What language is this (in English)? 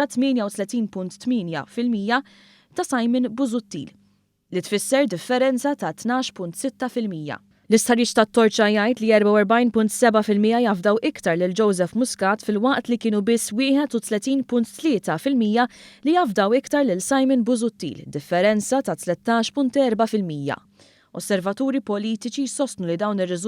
Maltese